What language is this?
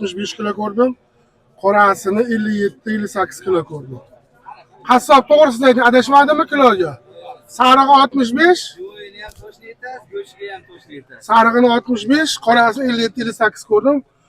Uzbek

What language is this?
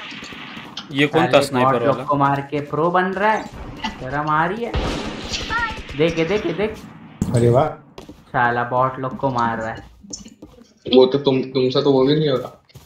Hindi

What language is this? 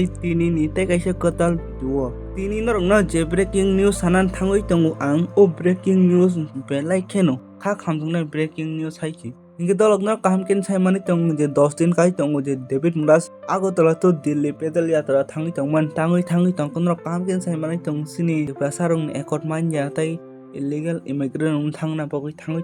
Kok Borok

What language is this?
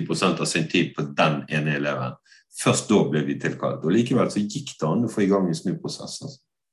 Norwegian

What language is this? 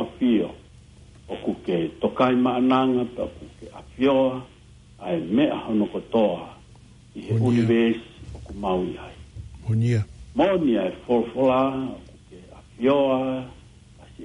Tongan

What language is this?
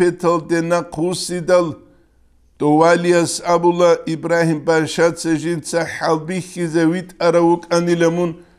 Avaric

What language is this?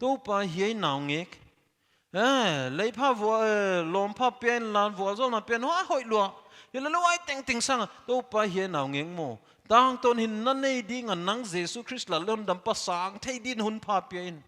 Paite Chin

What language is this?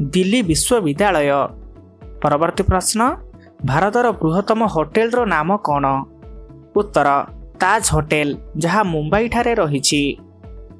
Odia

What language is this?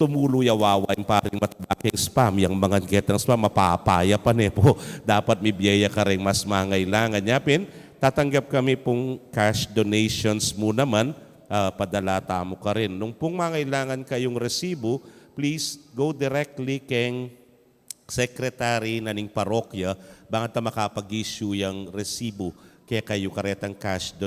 Pampanga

